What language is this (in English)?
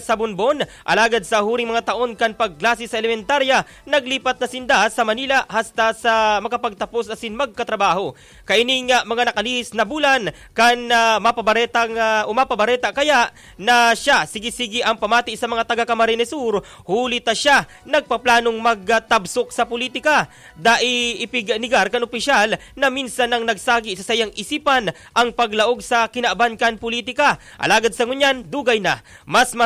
Bikol